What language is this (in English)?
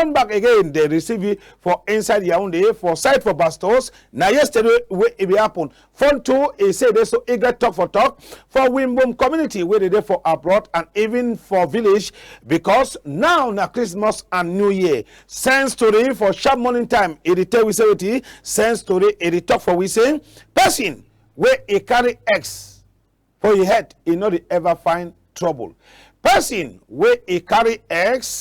Cameroon Pidgin